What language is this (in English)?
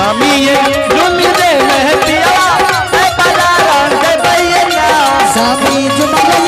Angika